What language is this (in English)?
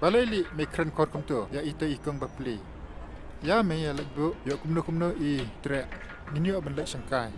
Khasi